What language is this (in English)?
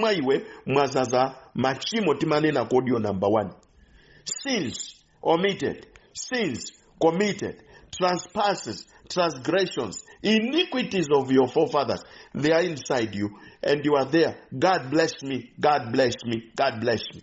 Nyanja